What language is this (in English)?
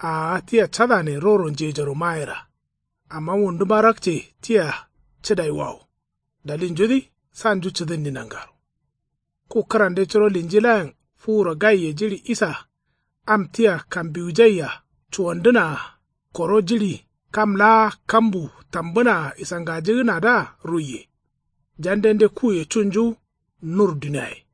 Kanuri